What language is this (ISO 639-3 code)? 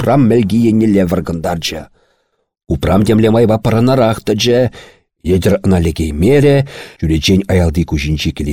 chv